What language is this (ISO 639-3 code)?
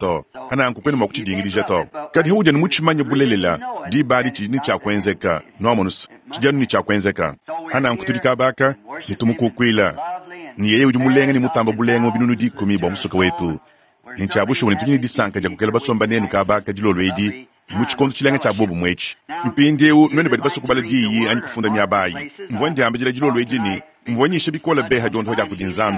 lua